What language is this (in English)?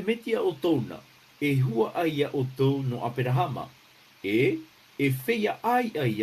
Tahitian